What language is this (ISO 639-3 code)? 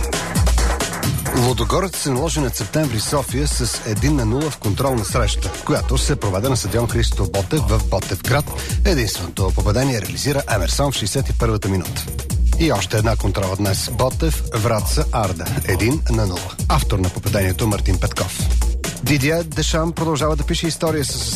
bul